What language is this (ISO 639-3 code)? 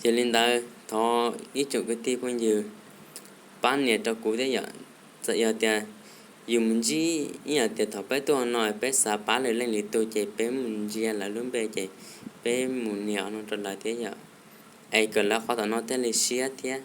hmn